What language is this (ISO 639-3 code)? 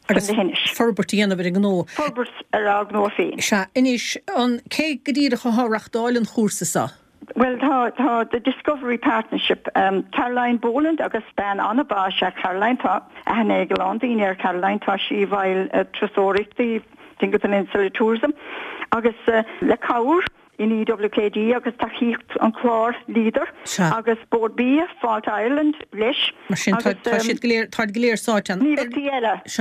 gle